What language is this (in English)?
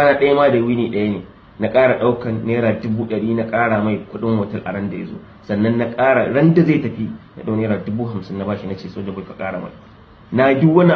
Hausa